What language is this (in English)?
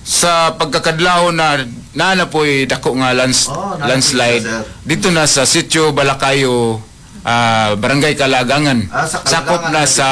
Cebuano